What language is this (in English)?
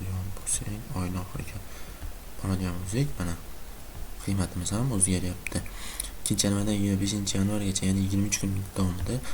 Uzbek